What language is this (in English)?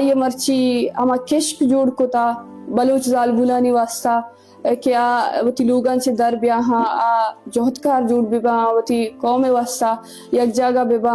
Eastern Balochi